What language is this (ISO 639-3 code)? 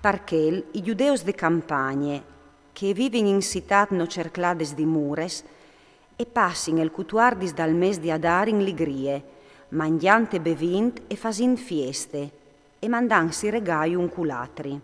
fur